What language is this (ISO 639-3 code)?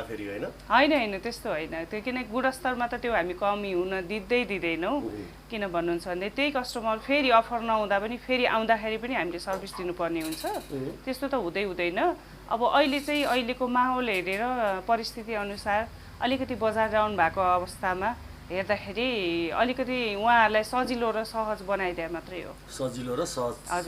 nep